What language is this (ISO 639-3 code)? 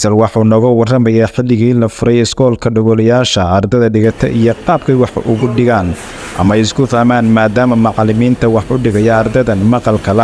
som